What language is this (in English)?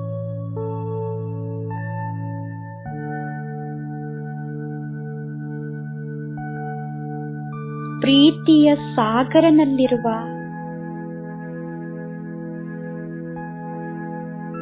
Kannada